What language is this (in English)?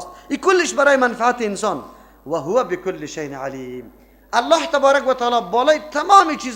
Persian